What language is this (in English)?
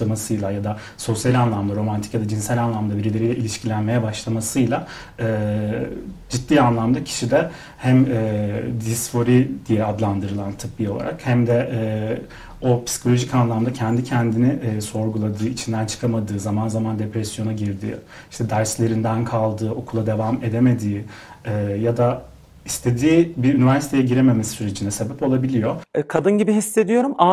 Turkish